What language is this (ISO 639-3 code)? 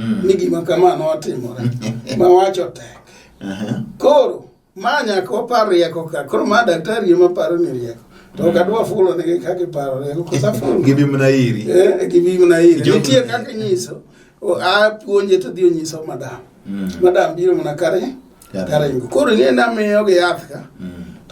luo